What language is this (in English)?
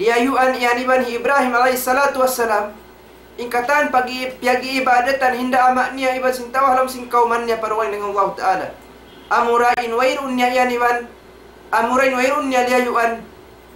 Tausug